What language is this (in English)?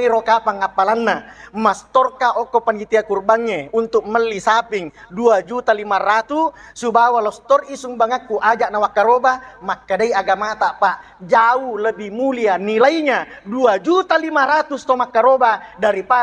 Buginese